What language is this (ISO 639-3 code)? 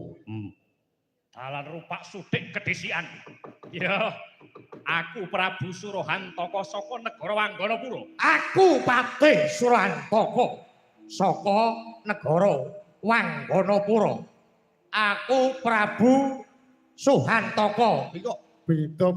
jav